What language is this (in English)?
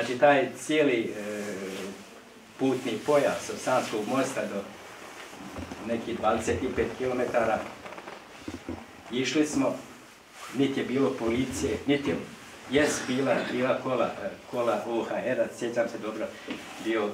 Bosnian